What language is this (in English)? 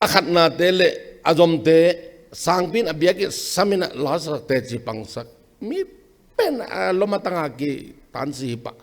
Tedim Chin